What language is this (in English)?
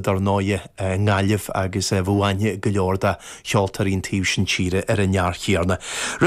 Irish